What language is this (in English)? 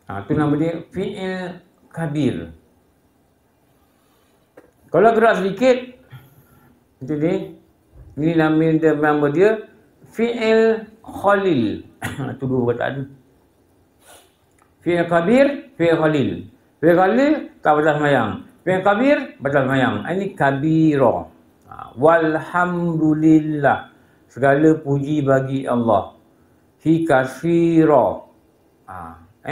Malay